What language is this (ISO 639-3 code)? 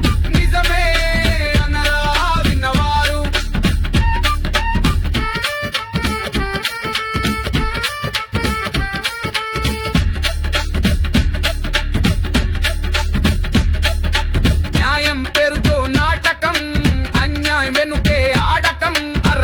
tel